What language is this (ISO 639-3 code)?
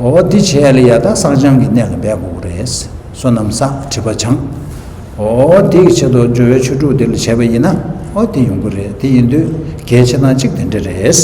bod